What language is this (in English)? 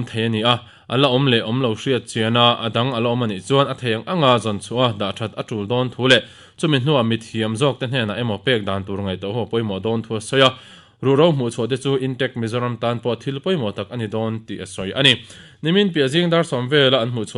Mizo